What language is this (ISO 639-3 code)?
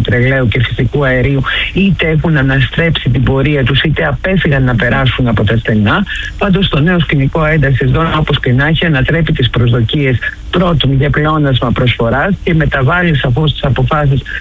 ell